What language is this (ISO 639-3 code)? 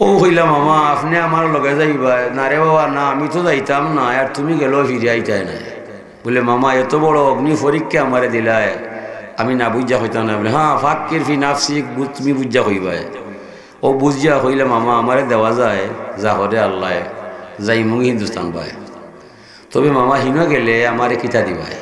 syl